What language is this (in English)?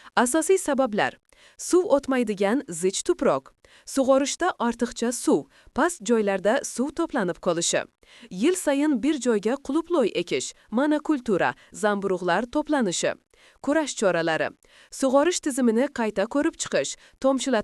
Uzbek